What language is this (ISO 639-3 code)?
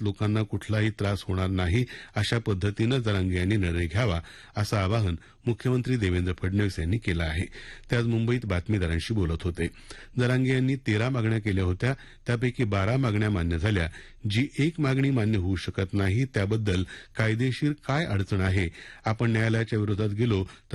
mar